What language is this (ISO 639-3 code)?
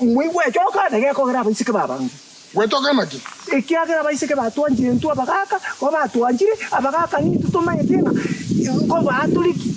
guz